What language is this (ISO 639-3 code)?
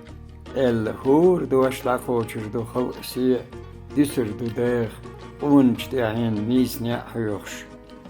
che